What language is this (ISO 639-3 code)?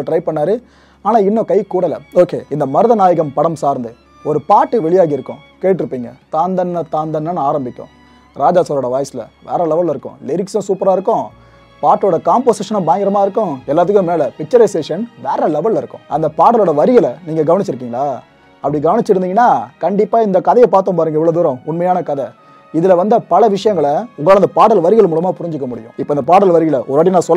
tam